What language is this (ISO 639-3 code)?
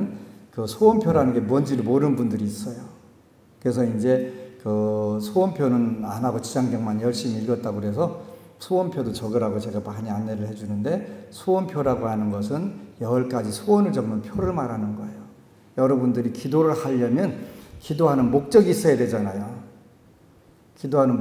kor